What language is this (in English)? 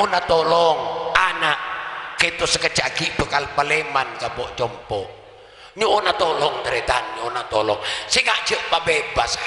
Madurese